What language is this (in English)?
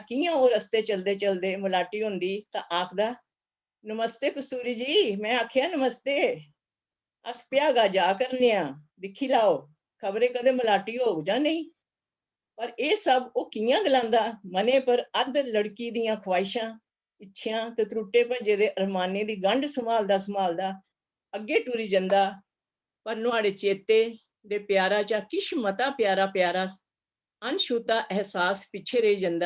Dogri